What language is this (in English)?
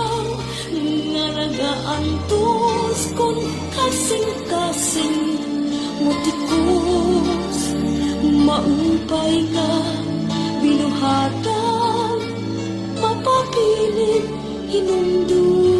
Waray